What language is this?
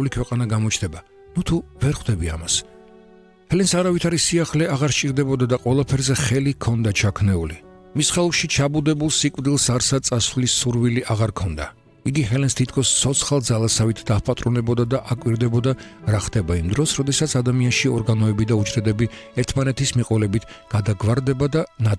Georgian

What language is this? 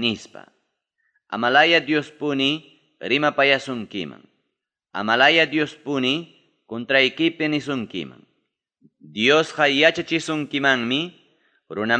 Ayacucho Quechua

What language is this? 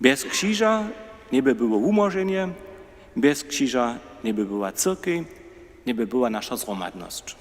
Upper Sorbian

